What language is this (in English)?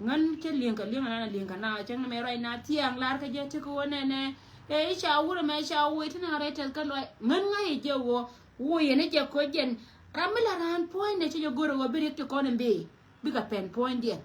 Nuer